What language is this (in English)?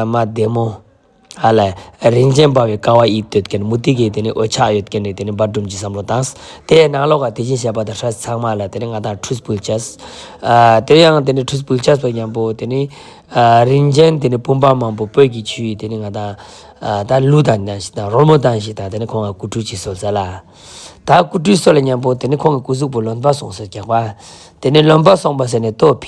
Ladakhi